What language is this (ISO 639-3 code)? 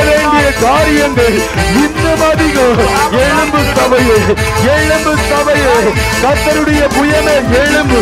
tam